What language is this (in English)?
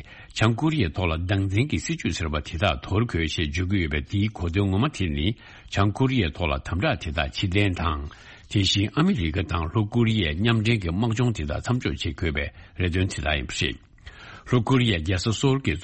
Tibetan